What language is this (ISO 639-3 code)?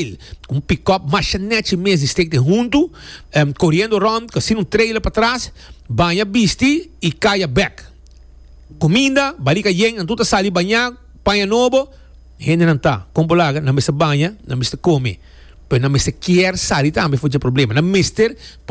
pap